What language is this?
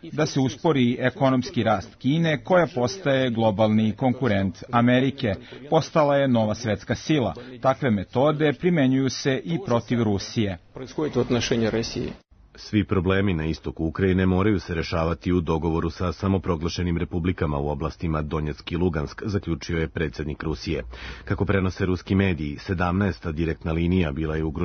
Serbian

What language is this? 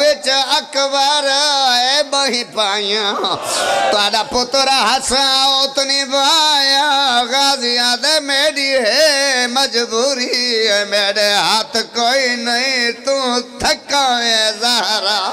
Pahari-Potwari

